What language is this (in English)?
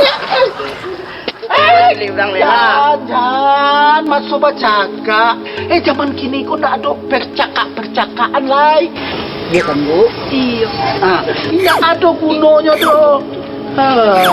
Minangkabau